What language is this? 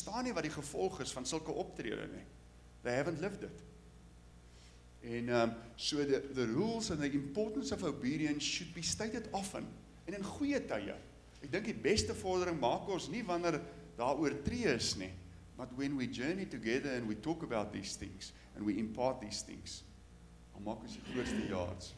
Afrikaans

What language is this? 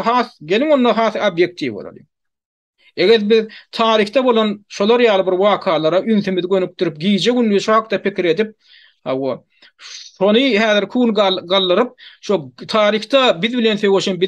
Turkmen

